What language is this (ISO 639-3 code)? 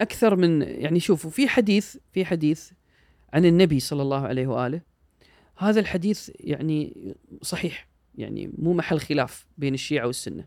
afb